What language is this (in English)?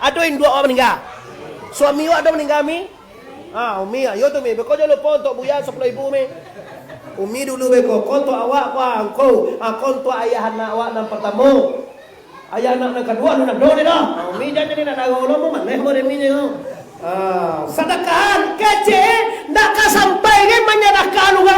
Minangkabau